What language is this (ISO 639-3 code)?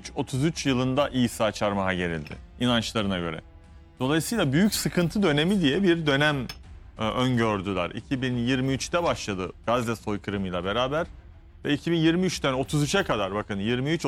tur